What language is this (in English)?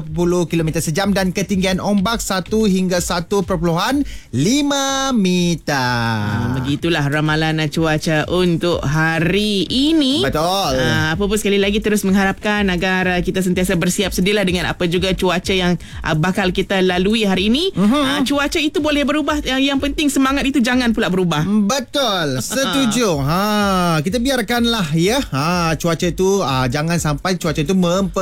Malay